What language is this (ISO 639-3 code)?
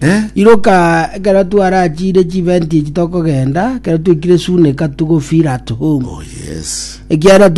guz